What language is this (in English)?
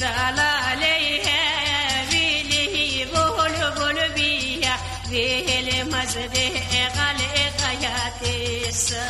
Lak